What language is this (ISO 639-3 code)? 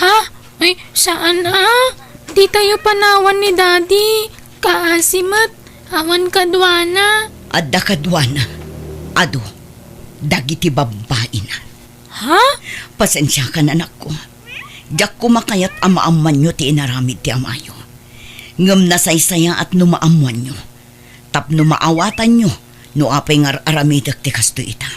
ilo